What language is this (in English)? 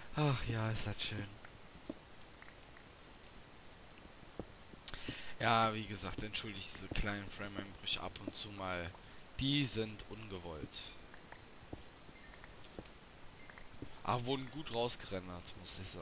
German